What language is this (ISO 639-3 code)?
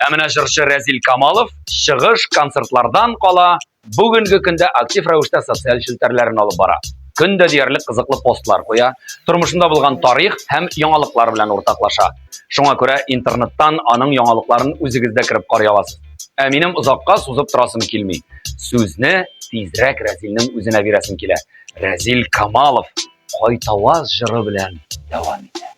tat